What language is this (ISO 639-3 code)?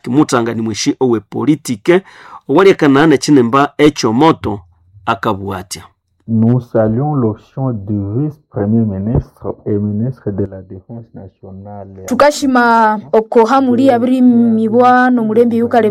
nnb